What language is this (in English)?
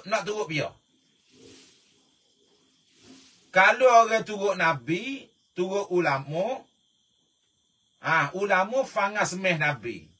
Malay